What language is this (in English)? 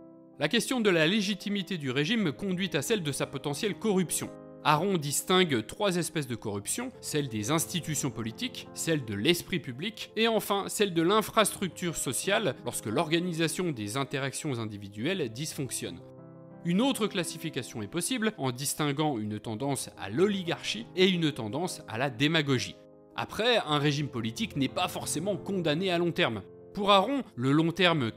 French